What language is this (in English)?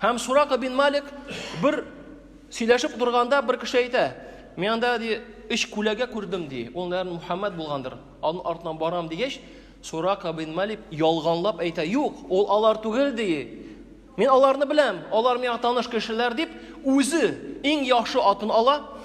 Tatar